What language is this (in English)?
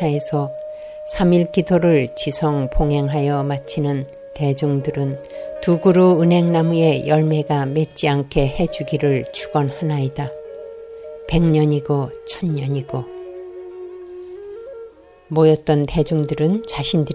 Korean